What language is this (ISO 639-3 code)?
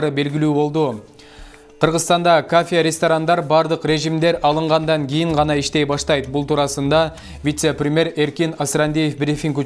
kir